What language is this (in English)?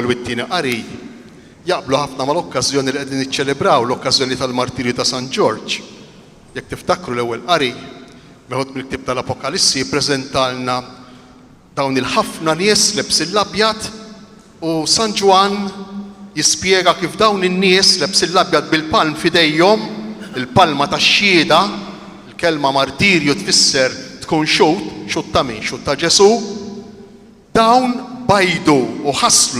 Maltese